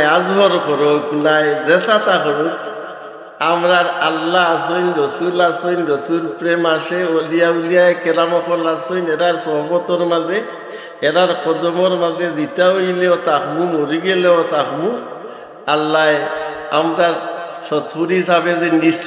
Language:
Sylheti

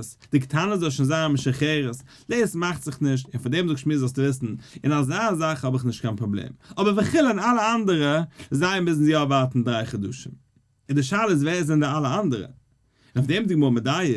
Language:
Yiddish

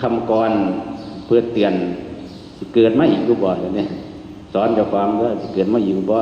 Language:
Northeastern Thai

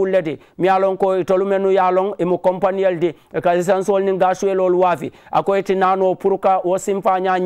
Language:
Mandingo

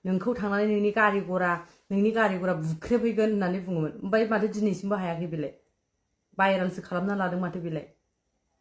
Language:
Bodo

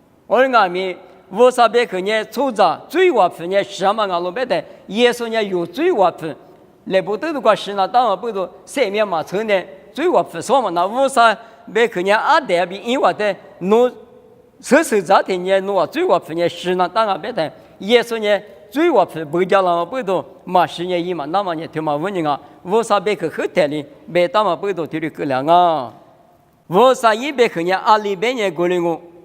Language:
Lisu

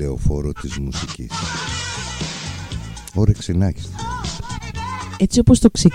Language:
Greek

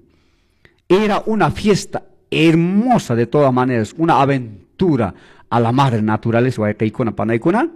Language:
Quechua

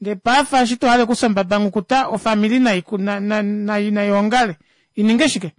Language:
Kuanyama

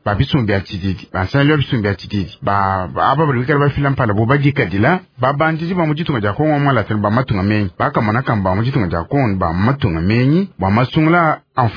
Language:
Luba-Lulua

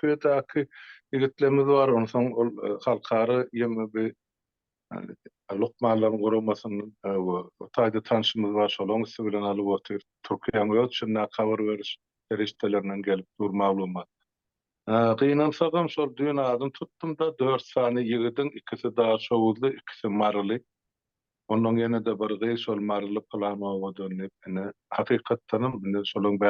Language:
Turkmen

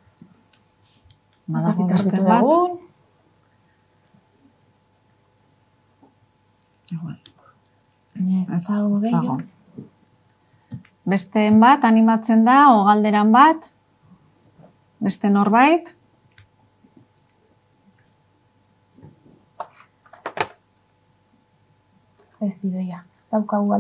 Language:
Basque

